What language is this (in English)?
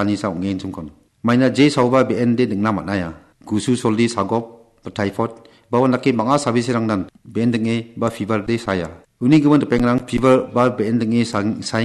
Garo